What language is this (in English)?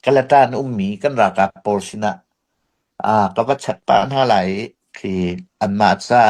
Hakha Chin